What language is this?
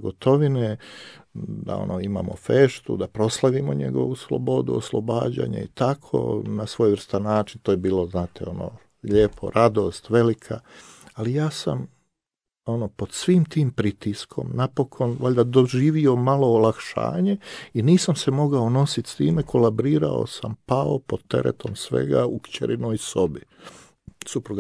Croatian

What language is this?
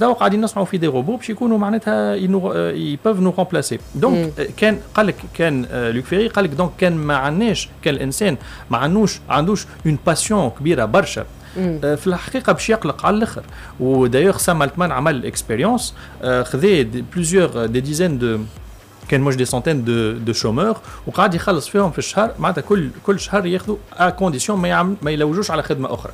Tunisian Arabic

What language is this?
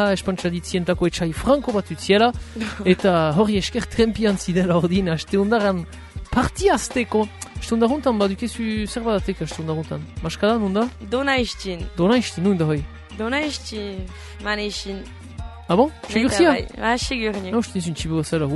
Basque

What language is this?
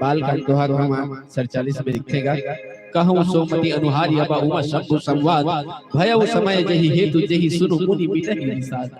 Chhattisgarhi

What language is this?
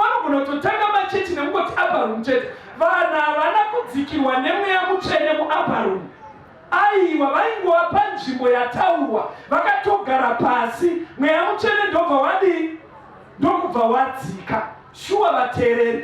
Shona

